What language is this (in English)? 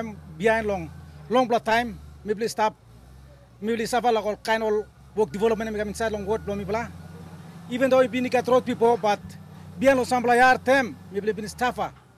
Tok Pisin